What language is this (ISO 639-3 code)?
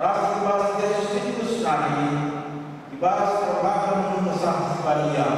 btx